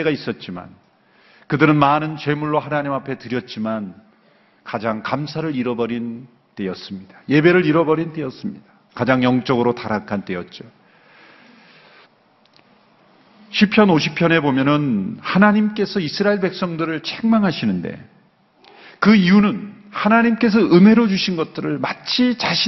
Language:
Korean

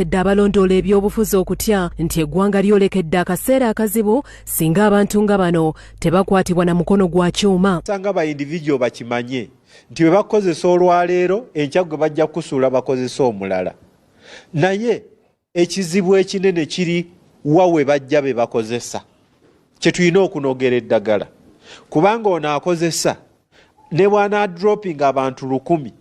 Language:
Ganda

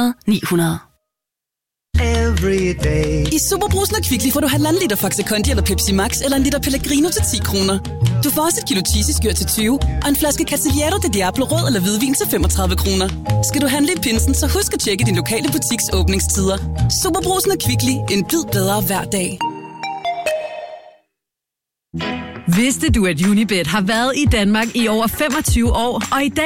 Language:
Danish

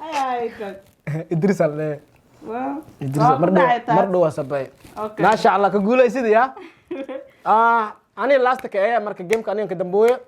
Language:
Somali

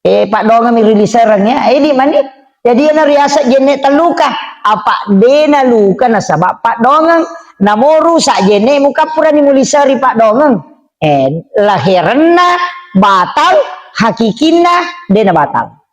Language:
Buginese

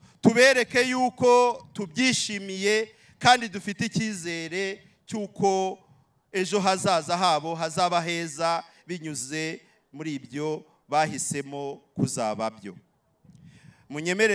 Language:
Kinyarwanda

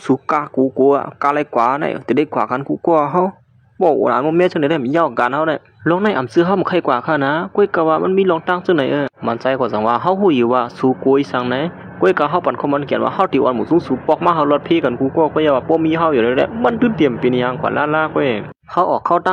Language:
Shan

